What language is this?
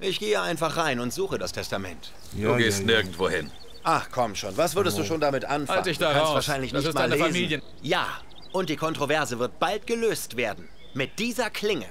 Swiss German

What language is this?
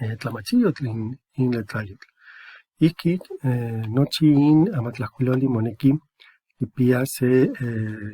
Eastern Huasteca Nahuatl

